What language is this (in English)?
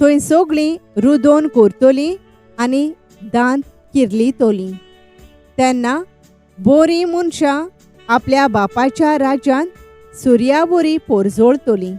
Konkani